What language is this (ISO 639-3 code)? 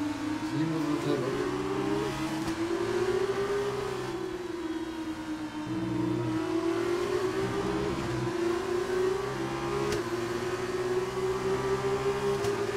nld